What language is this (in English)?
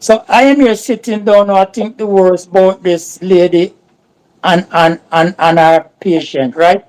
Jamaican Creole English